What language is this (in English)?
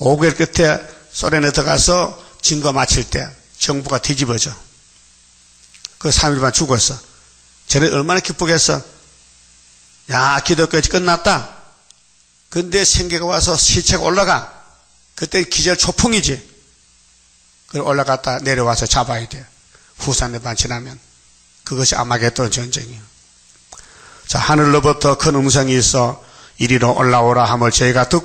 Korean